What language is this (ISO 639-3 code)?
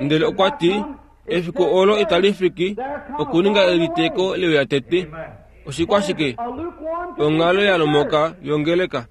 kua